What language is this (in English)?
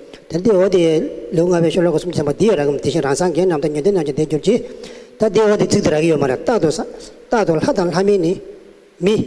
Tibetan